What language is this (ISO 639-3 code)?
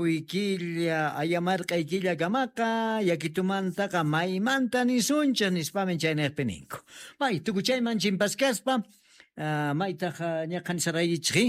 quh